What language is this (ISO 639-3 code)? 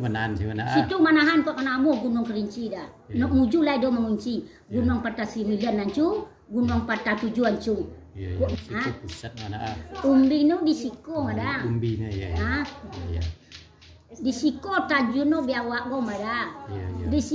min